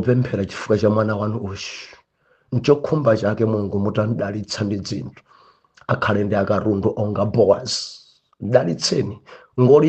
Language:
Nyanja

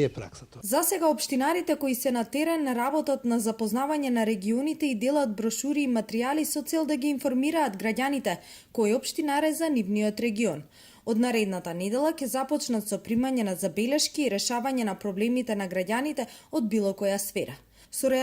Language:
Macedonian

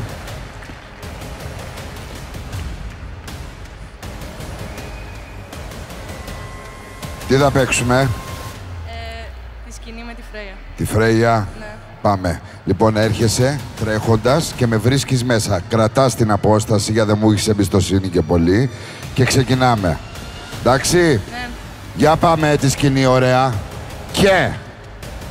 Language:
Greek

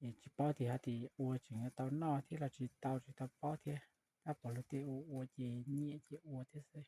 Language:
Hmong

